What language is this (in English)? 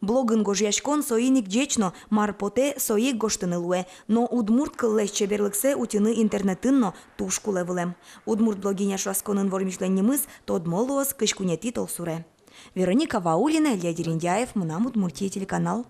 Udmurt